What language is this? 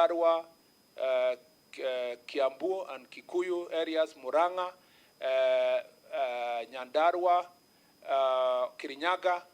Kamba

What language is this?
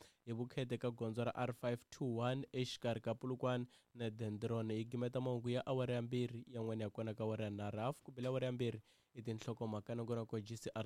Tsonga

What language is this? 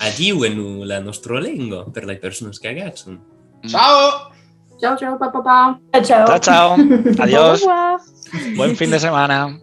Occitan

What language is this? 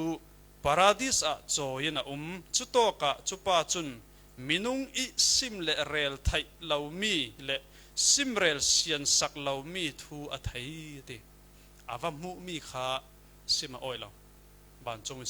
Falam Chin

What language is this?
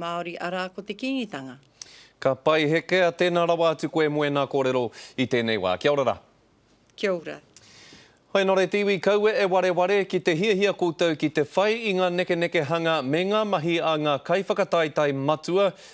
Māori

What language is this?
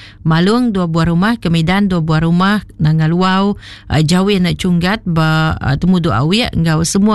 Iban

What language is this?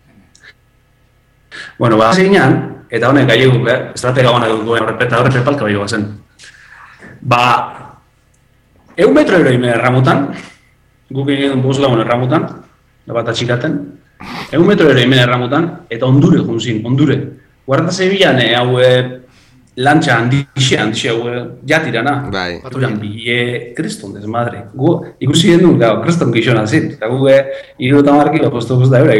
Basque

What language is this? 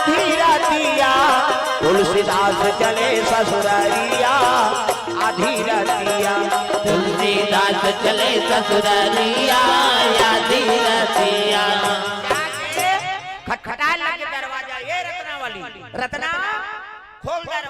Chhattisgarhi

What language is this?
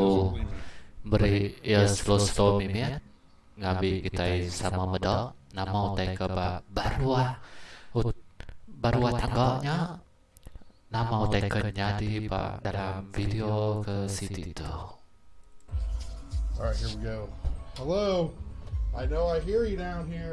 Iban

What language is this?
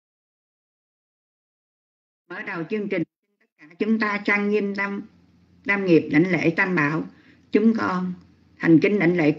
Vietnamese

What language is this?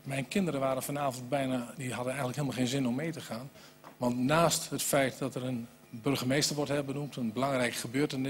Dutch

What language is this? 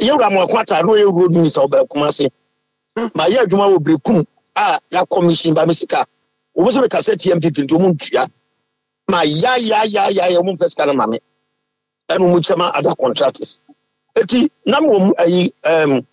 Akan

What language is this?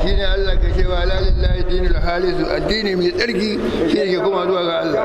Hausa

